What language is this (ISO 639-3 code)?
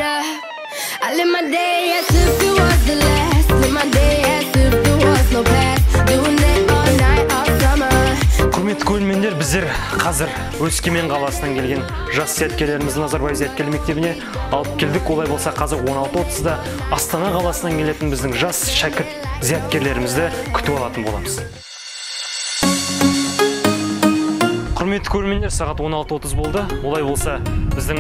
kaz